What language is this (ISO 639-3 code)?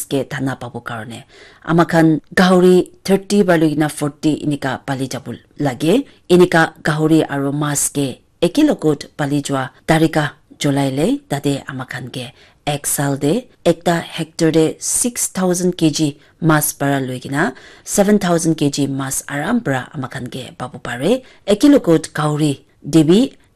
nag